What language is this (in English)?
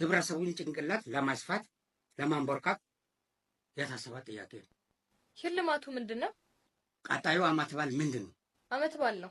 Amharic